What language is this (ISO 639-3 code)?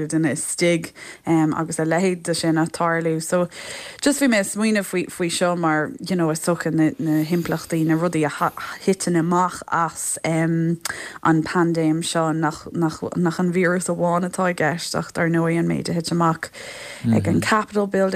gle